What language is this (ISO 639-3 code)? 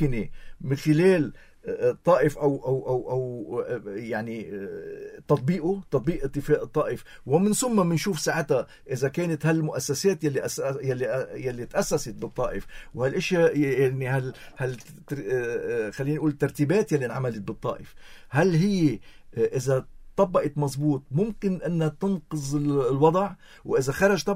apc